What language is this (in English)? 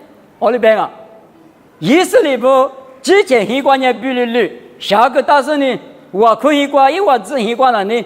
Lisu